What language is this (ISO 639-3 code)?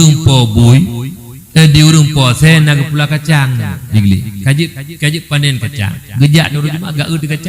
ace